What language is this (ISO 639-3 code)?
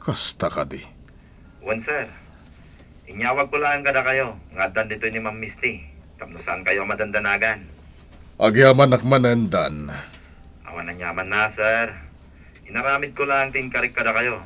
ilo